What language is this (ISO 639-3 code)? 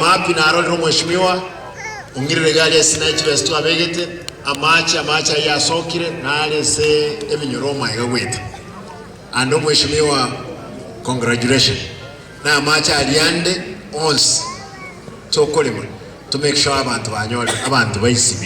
guz